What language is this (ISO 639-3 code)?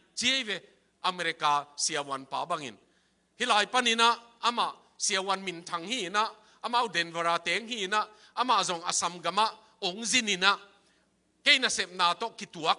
ctd